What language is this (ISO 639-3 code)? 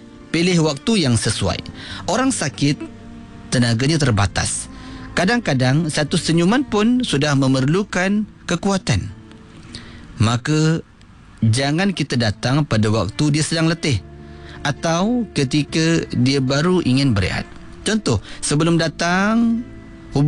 msa